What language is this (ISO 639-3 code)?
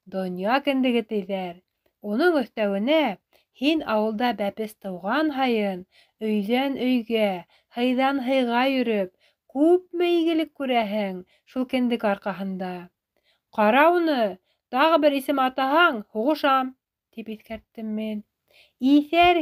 bak